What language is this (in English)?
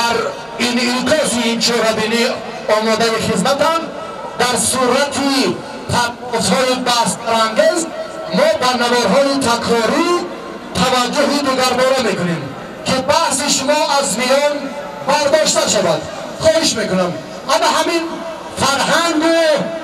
Tajik